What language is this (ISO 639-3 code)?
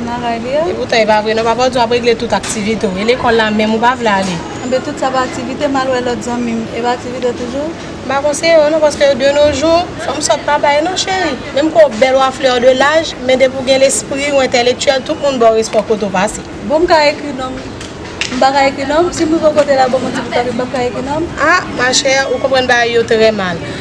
hat